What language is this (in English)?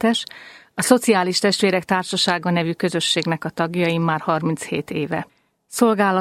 Hungarian